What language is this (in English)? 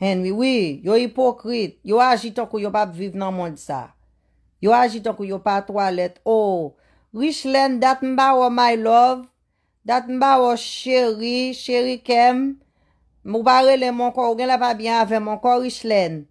Haitian Creole